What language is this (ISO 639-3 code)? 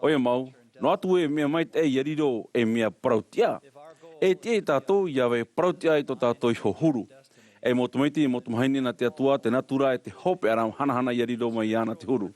tah